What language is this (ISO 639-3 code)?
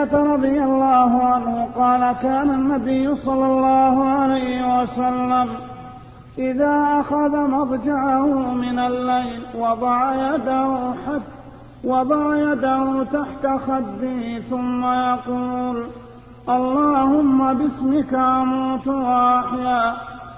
ara